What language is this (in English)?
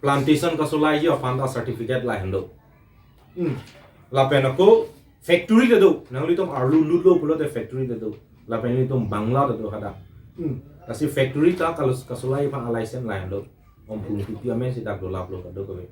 Karbi